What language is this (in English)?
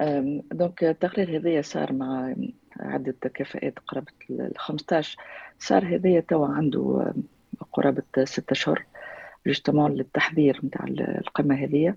Tunisian Arabic